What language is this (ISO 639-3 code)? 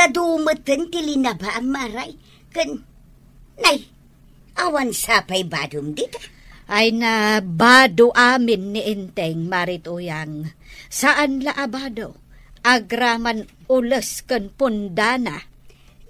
ilo